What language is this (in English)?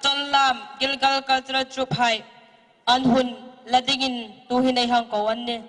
Hmar